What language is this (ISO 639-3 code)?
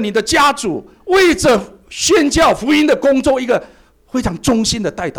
zho